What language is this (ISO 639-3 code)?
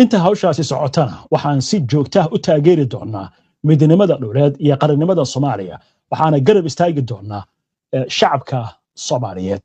som